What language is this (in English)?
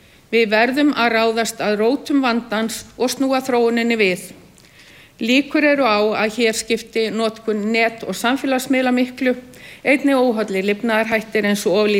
Icelandic